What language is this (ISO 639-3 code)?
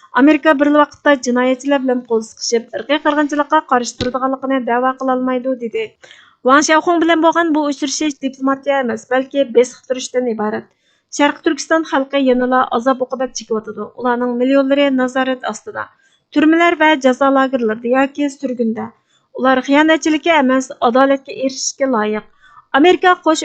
uig